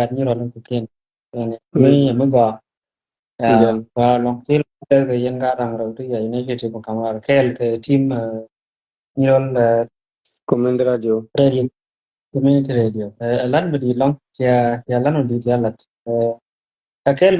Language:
Nuer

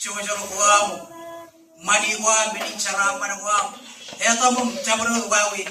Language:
Marshallese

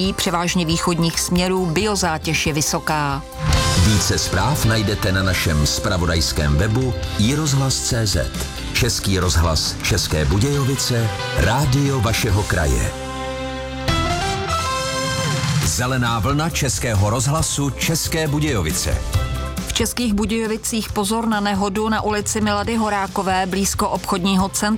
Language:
Czech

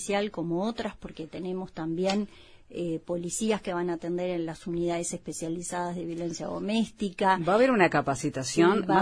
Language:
Spanish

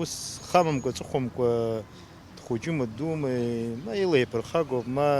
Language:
Abkhazian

